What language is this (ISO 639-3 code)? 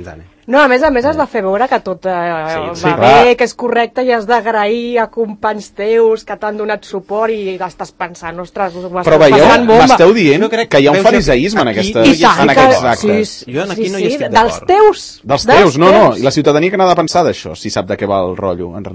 cat